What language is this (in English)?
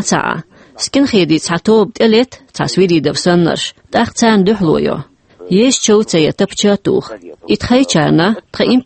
Chechen